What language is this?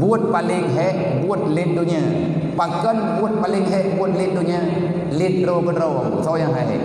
Achinese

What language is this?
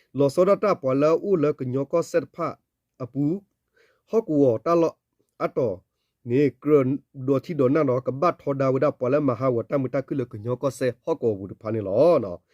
S'gaw Karen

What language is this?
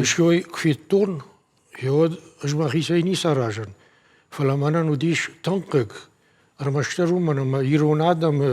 Ossetic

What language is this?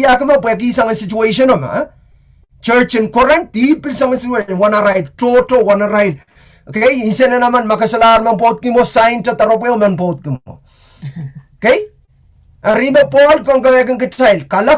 Pohnpeian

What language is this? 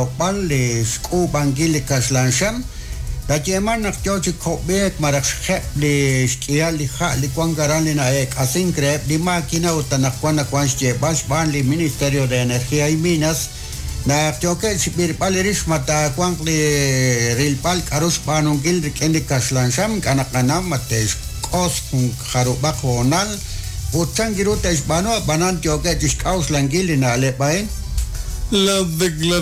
Kekchí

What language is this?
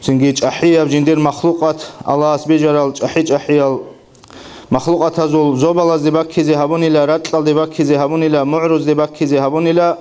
Avaric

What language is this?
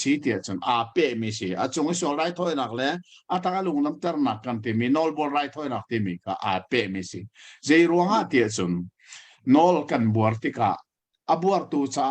Hakha Chin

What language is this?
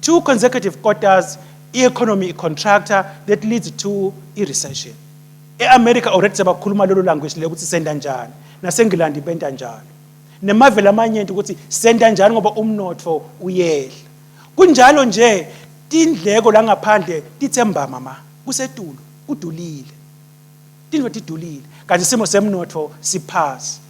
Swati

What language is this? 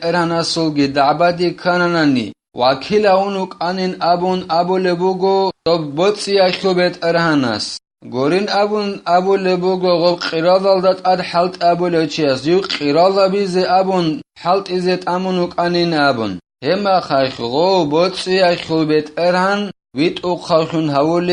Avaric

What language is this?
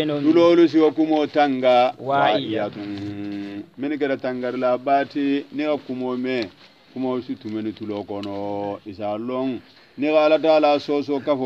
Hausa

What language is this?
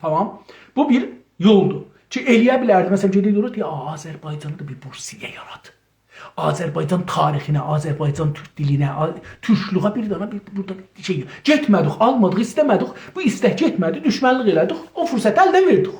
South Azerbaijani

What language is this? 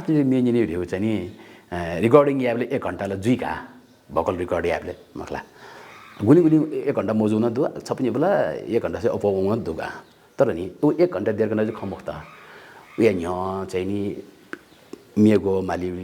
Newari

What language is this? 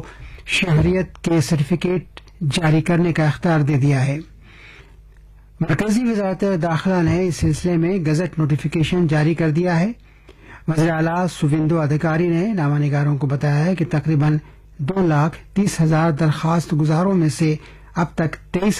Urdu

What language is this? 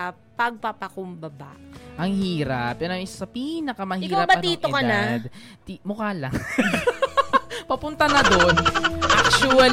Filipino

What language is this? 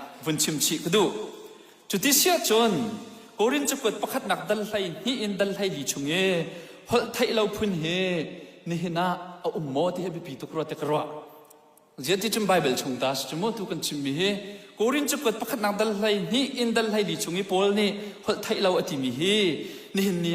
Hakha Chin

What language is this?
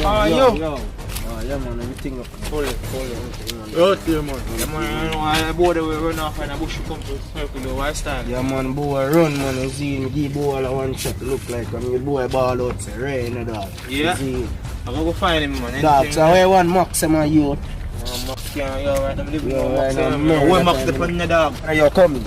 Jamaican Creole English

